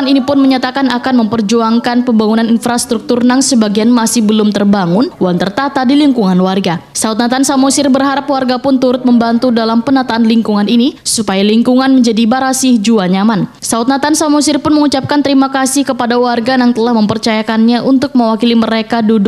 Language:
Banjar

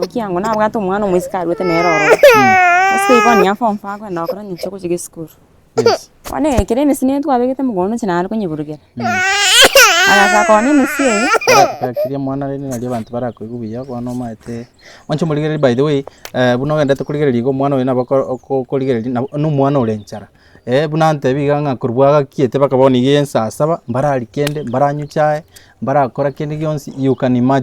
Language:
Gusii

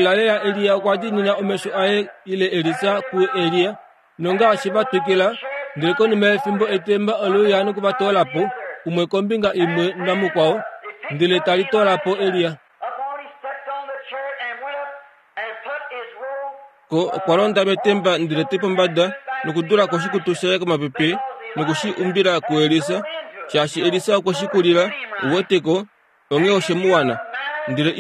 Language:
Kuanyama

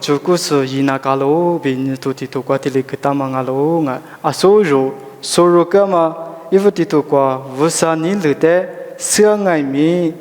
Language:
Lisu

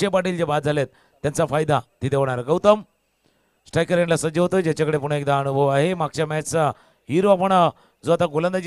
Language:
Marathi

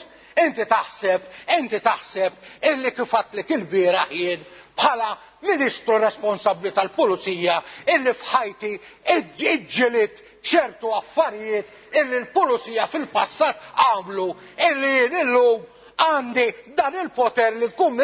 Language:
Maltese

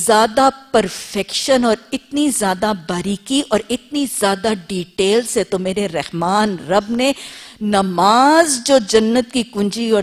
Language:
Urdu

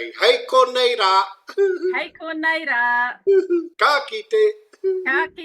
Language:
Māori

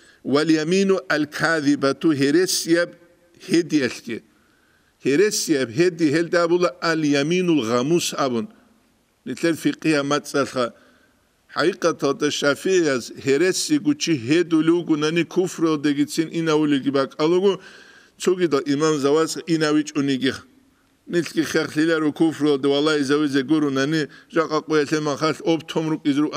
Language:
Avaric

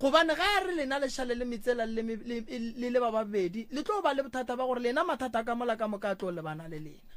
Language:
Northern Sotho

